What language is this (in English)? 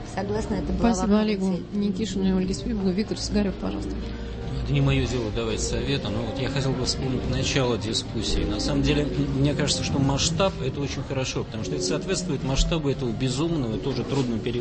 Russian